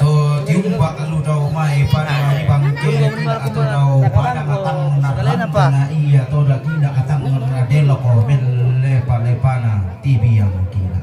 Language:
Toraja-Sa'dan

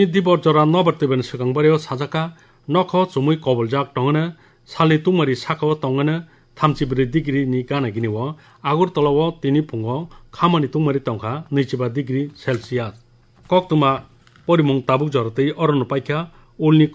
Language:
Kok Borok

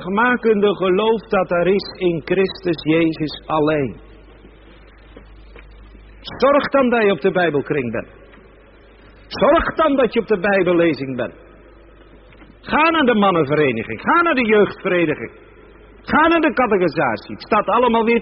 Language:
Dutch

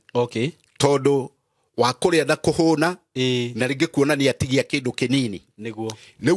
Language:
Kikuyu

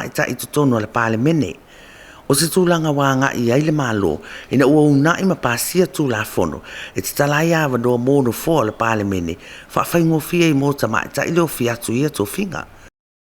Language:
Samoan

